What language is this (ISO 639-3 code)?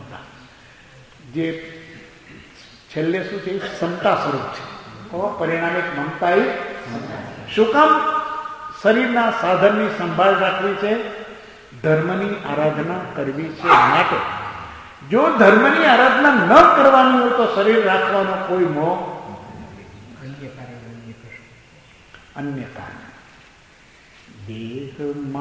guj